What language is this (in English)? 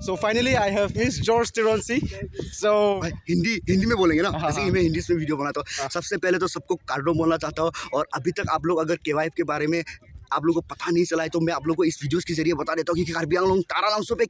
Karbi